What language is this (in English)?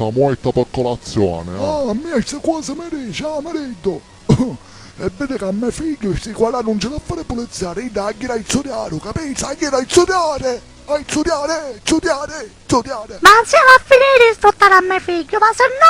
Sicilian